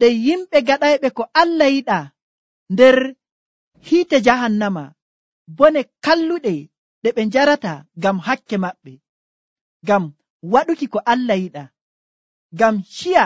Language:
Nigerian Fulfulde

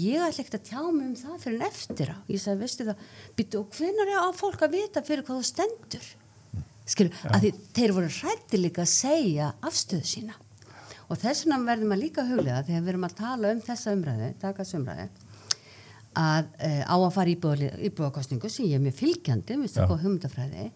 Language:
Icelandic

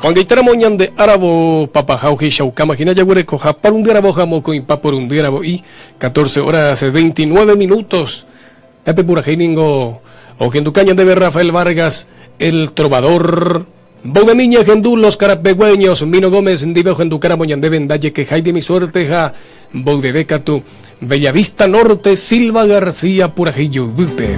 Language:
Guarani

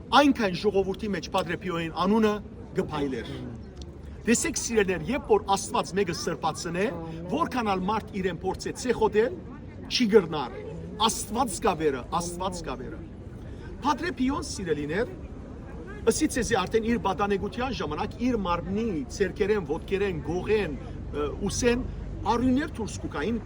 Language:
Western Armenian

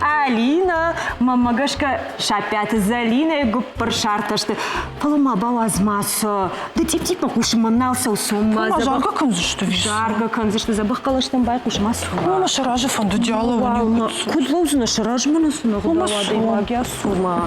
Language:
Ossetic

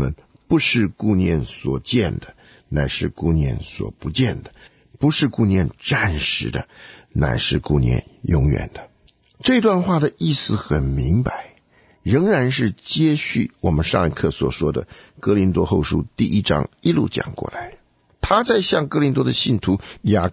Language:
Chinese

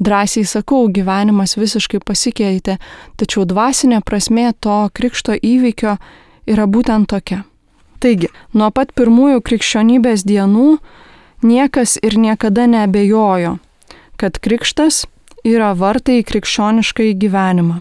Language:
Lithuanian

